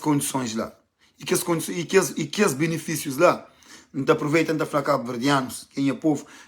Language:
Kabuverdianu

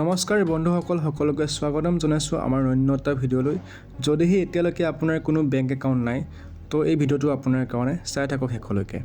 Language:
Assamese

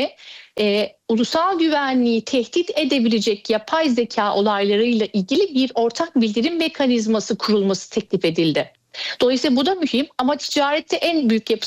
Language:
Turkish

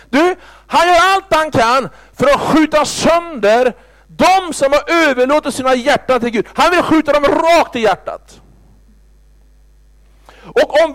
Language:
Swedish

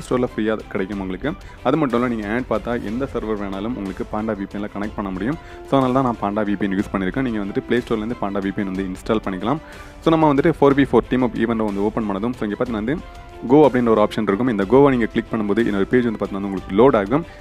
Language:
Tamil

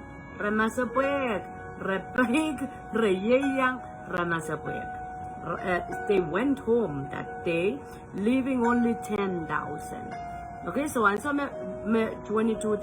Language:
Pohnpeian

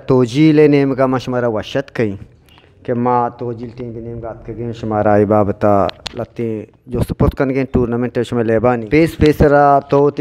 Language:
Eastern Balochi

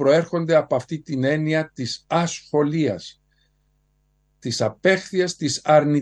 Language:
Greek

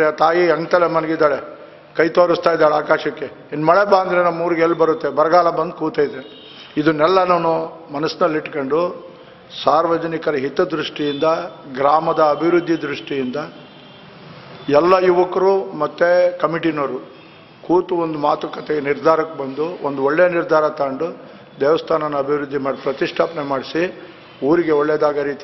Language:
Kannada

